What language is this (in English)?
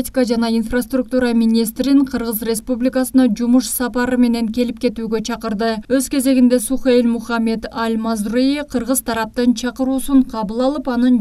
Kyrgyz